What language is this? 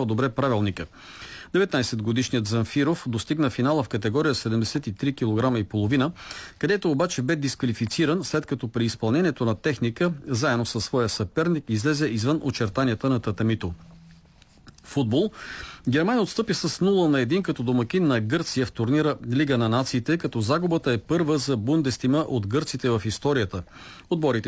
Bulgarian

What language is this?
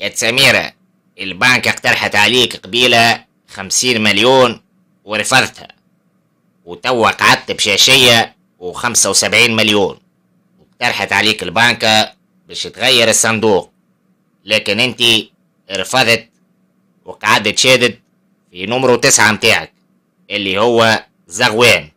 Tunisian Arabic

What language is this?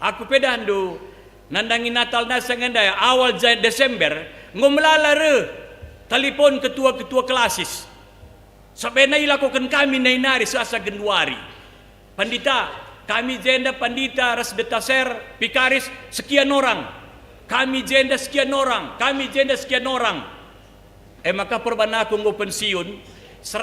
Batak Karo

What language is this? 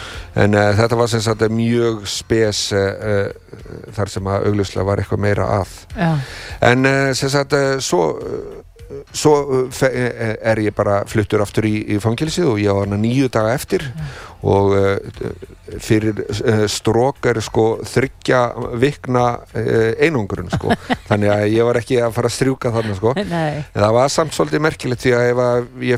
Icelandic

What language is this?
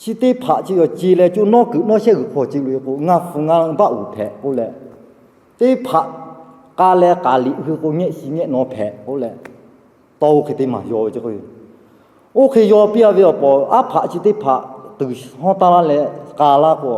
Lahu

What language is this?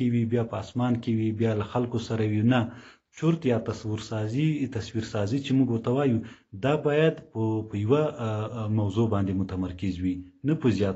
Pashto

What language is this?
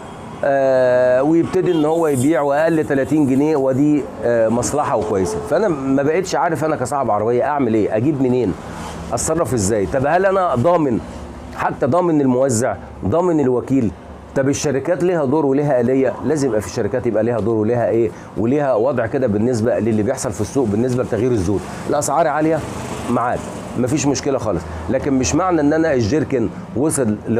Egyptian Arabic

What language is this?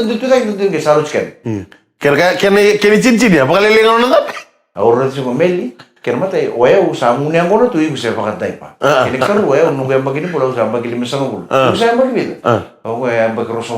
Fijian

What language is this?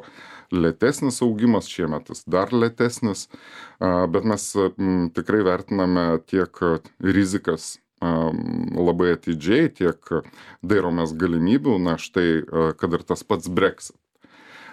Lithuanian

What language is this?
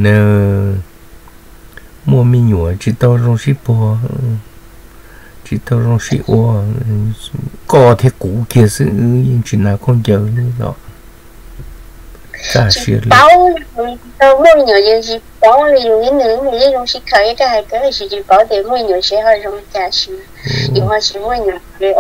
Vietnamese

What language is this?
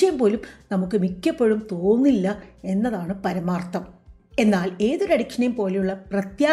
Malayalam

